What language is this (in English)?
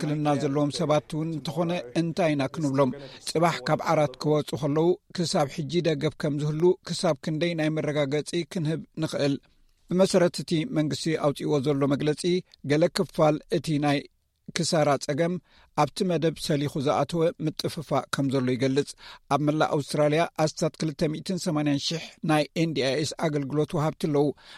Tigrinya